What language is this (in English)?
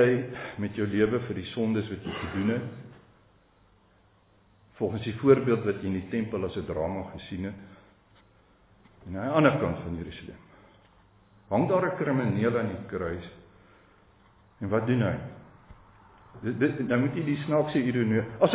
Afrikaans